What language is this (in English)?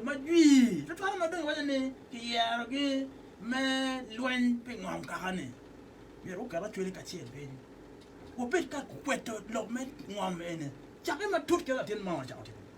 Acoli